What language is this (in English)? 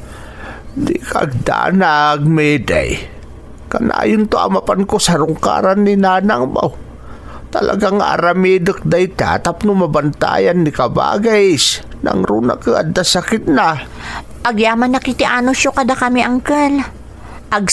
Iloko